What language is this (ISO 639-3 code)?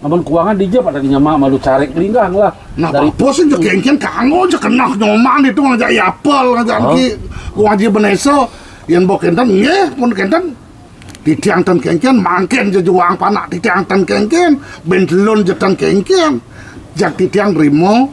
ban